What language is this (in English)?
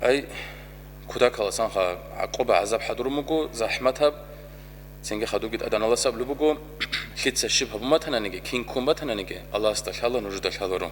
Avaric